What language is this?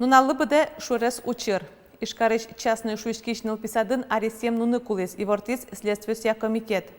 Udmurt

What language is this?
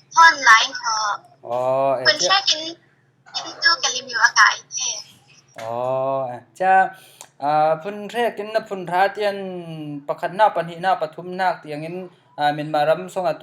Falam Chin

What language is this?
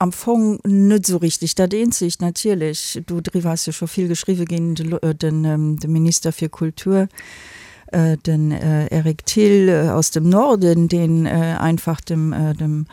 Luxembourgish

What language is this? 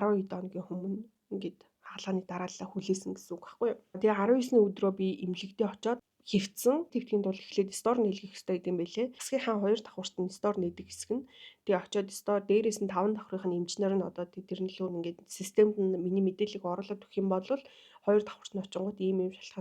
Mongolian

